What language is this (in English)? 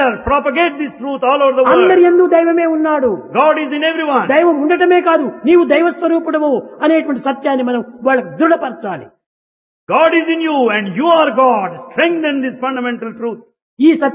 Telugu